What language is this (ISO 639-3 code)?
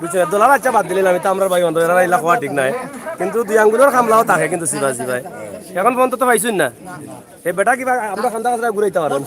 syl